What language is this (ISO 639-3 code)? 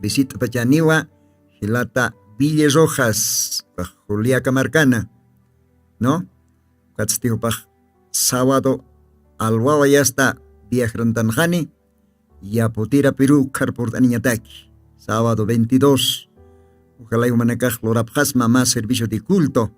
aym